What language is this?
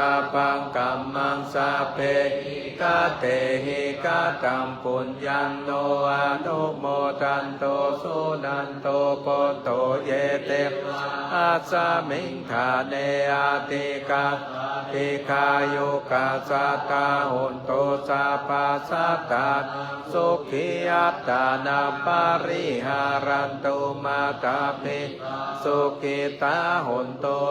Pali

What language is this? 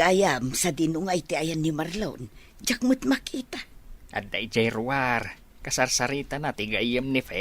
Iloko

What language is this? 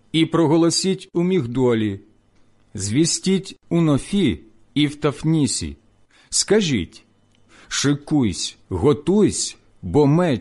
Ukrainian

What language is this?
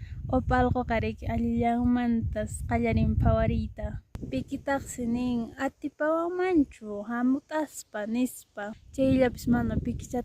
Quechua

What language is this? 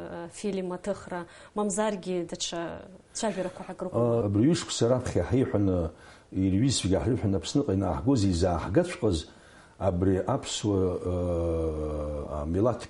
Abkhazian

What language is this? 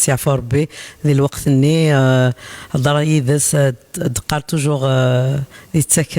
Kabyle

